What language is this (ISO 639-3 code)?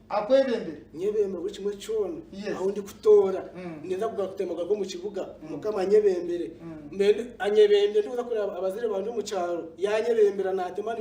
nyn